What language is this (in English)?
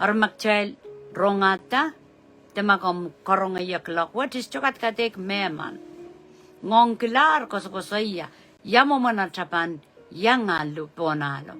Pohnpeian